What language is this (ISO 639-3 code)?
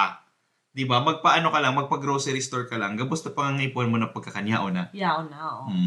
bik